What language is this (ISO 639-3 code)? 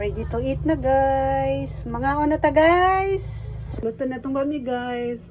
ceb